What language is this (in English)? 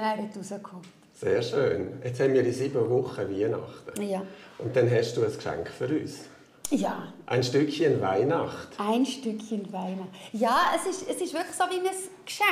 Swiss German